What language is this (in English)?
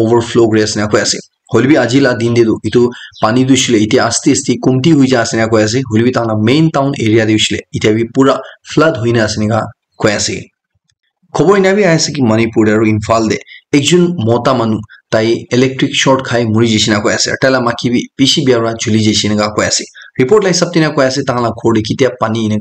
Naga Pidgin